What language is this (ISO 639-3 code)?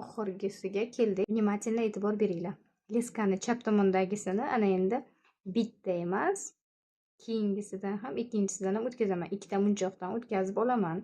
uzb